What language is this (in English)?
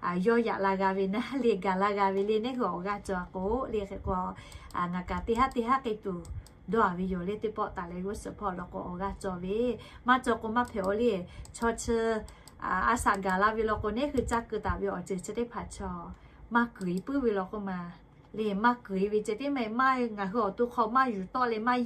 Lahu